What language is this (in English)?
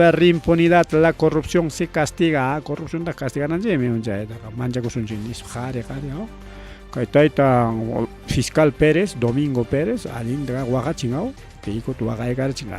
Ayacucho Quechua